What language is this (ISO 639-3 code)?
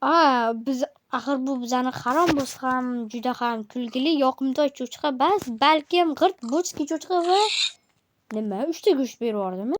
uzb